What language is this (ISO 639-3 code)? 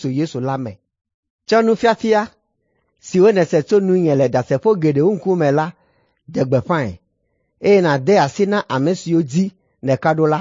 ewe